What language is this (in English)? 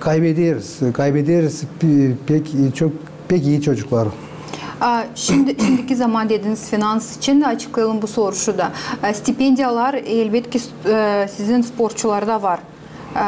Gagauz